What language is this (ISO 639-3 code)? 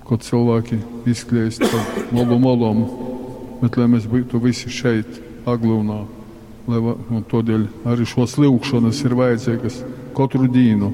ltg